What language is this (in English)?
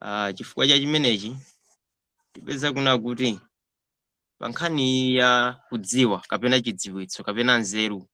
Nyanja